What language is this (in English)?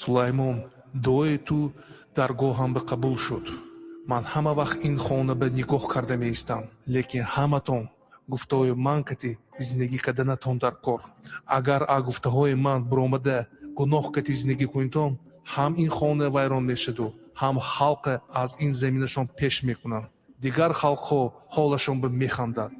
Tajik